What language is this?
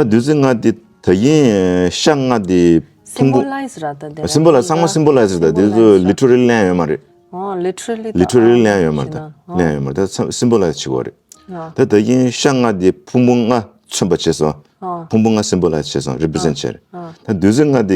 Tibetan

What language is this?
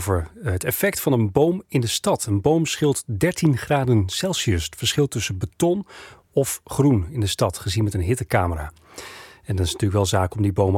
Dutch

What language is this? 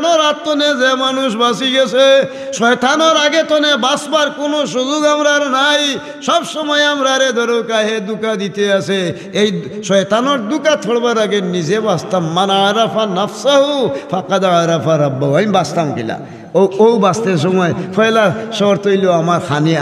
Sylheti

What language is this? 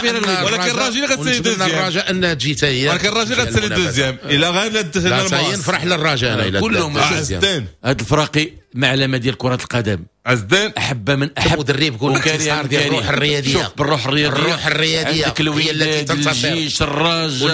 Moroccan Arabic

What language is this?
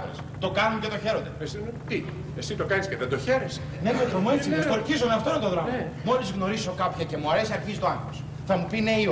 Greek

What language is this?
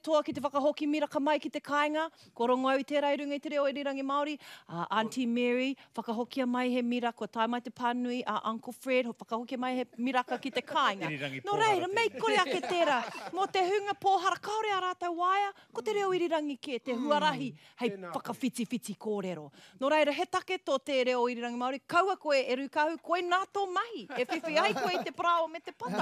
Māori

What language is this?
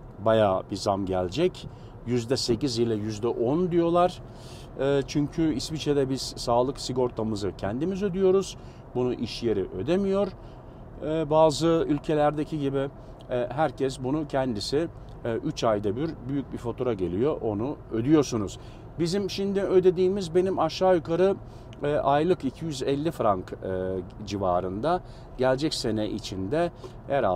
Turkish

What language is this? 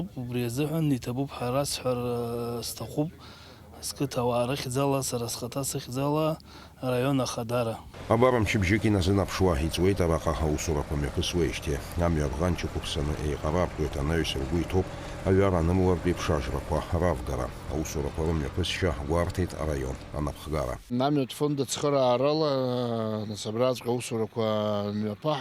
Abkhazian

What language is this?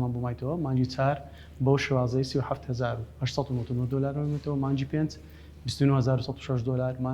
Central Kurdish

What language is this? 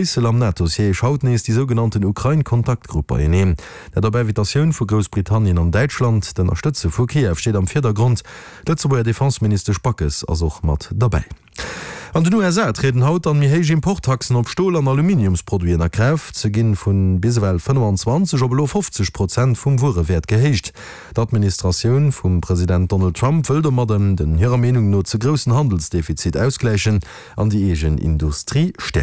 Luxembourgish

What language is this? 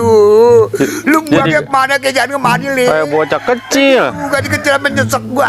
Betawi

